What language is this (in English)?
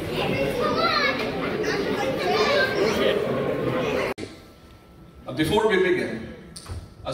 Malayalam